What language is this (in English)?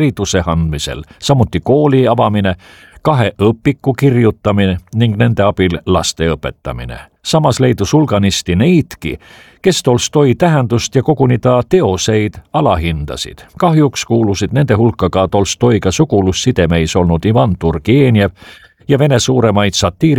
Estonian